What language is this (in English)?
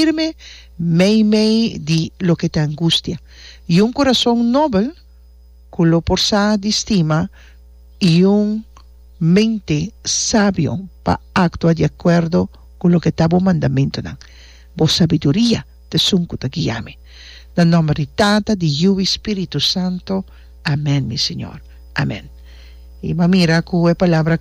Papiamento